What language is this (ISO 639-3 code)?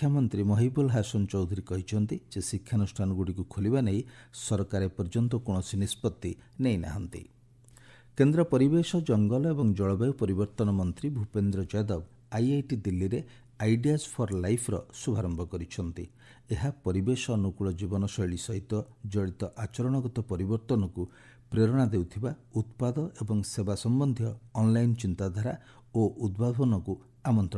ori